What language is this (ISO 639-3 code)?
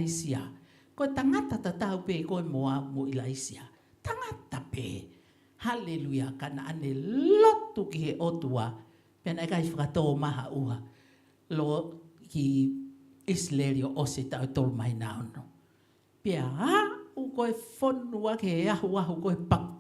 ton